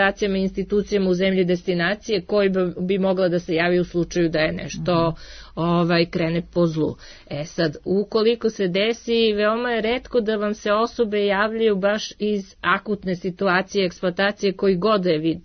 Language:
Serbian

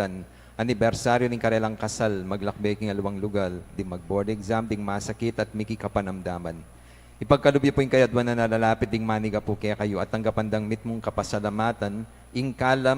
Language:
Pampanga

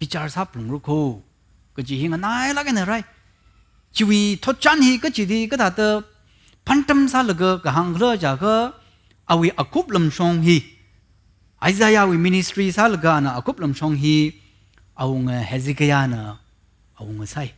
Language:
Tangkhul Naga (India)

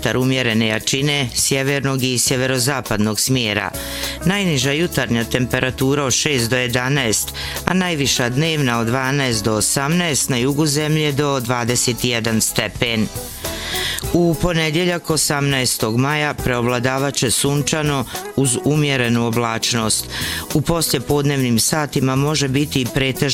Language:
Bosnian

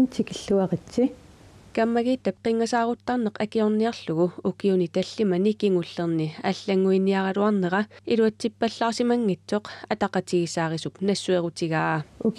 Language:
Kalaallisut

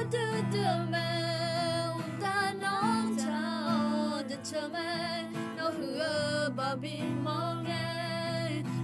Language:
Akha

